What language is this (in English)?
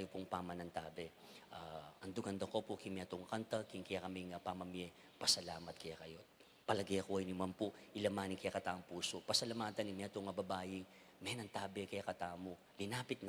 Pampanga